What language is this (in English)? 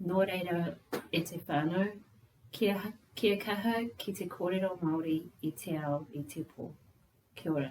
Māori